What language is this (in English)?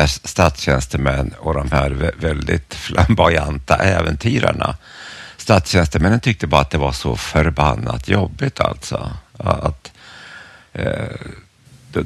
Swedish